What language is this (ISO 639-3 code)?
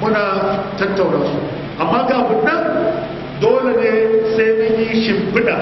hau